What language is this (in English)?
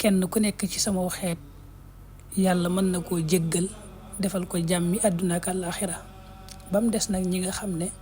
Wolof